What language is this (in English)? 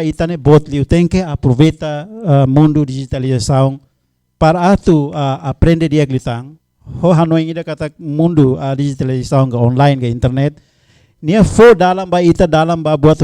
Tetum